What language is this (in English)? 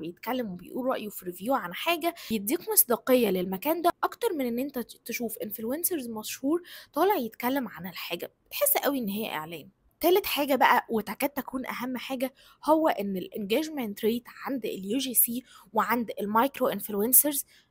Egyptian Arabic